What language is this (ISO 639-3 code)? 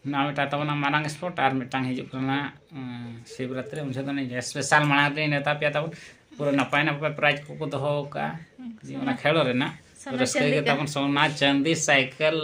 sat